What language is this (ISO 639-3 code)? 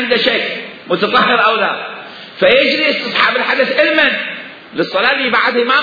acm